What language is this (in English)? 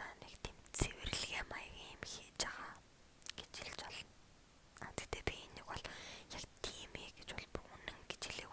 Mongolian